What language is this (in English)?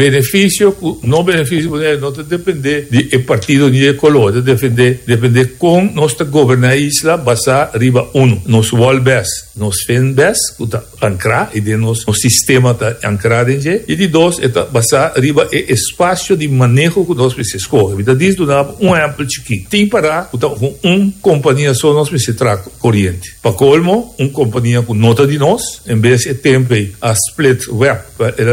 Papiamento